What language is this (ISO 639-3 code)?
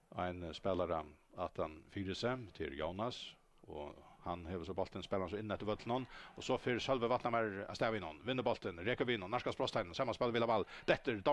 fao